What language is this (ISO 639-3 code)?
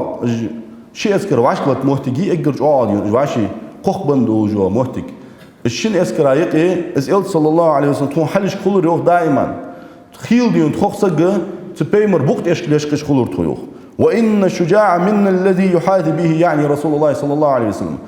inh